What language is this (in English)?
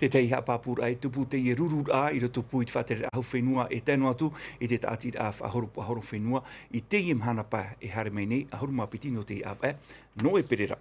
Tahitian